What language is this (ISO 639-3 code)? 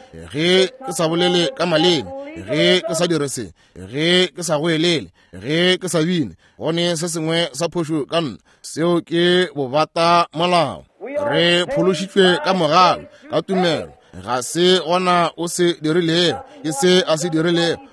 nso